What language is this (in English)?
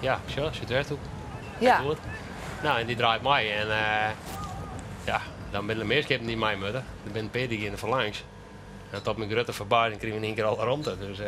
Western Frisian